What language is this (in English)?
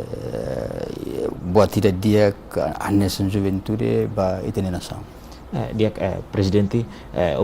Tetum